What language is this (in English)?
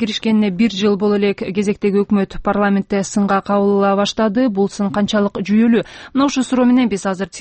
Kyrgyz